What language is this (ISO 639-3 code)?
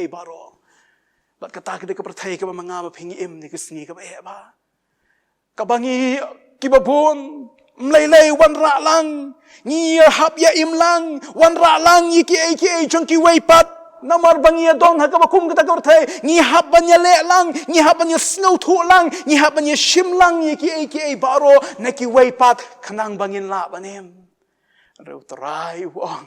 kha